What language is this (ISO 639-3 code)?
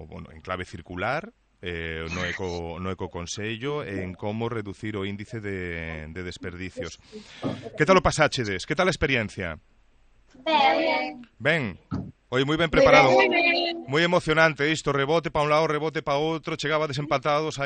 glg